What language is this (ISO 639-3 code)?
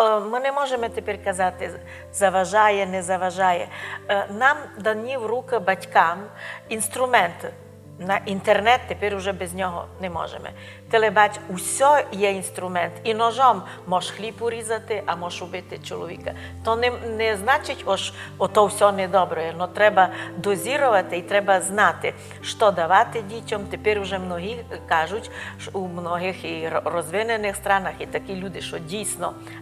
rue